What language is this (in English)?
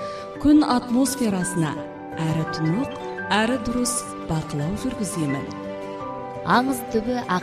Kazakh